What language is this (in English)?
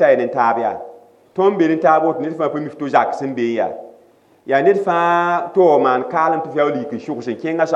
Mossi